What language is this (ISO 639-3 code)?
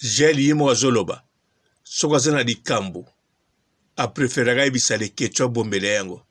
lin